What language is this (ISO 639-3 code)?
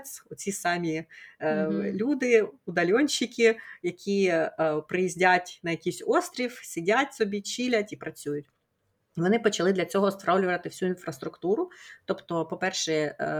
ukr